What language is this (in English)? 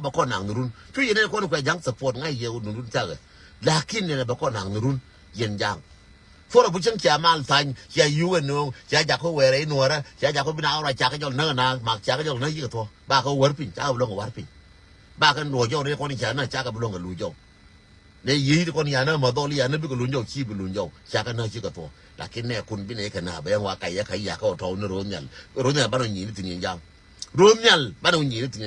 Nuer